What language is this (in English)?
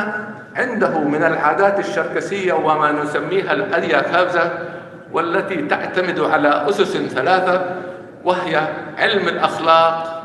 North Levantine Arabic